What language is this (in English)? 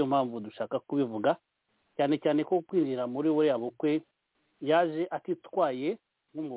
Kinyarwanda